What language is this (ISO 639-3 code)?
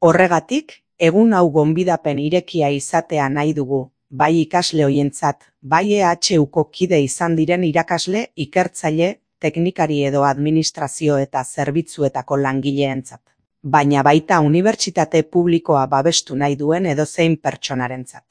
eus